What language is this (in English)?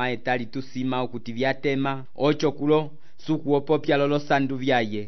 Umbundu